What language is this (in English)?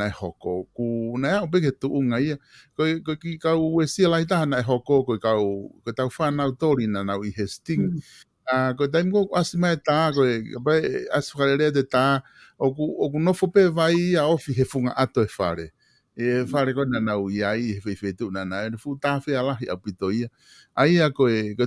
Tongan